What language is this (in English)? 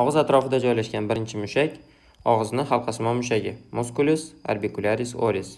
Uzbek